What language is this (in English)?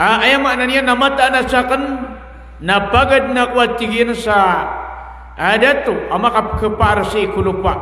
Maranao